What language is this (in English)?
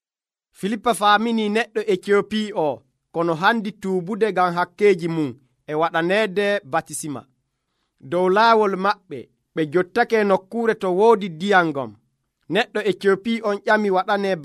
Nigerian Fulfulde